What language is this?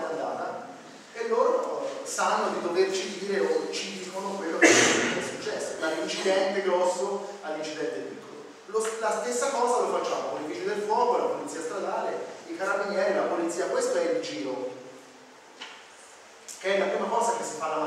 Italian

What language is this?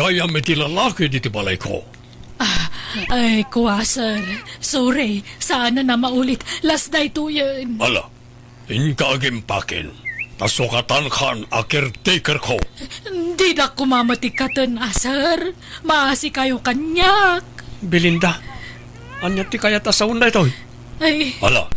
Iloko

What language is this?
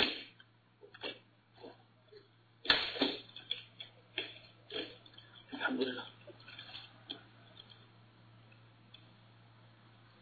Arabic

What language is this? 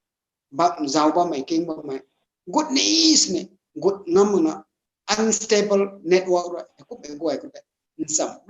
Rongmei Naga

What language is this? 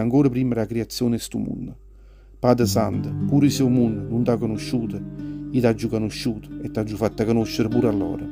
Neapolitan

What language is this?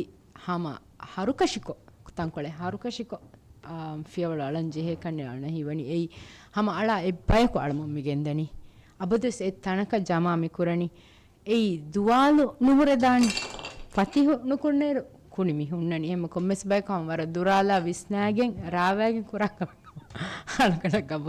Divehi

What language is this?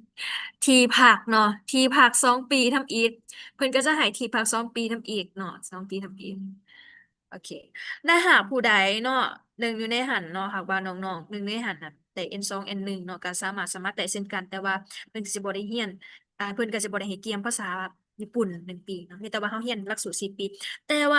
Lao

